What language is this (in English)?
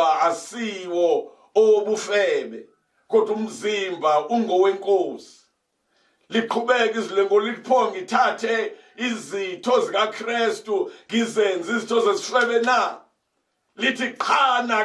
Zulu